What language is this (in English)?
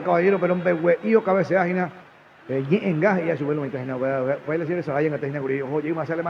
Guarani